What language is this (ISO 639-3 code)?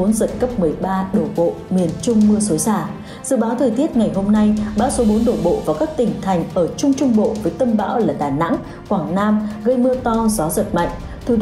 vie